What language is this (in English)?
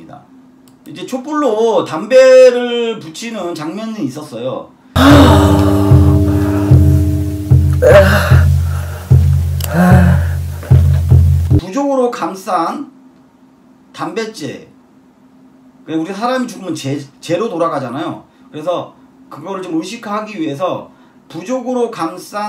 Korean